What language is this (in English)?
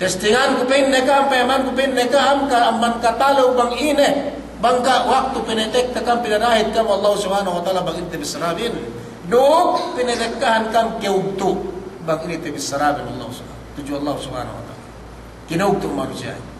Yakan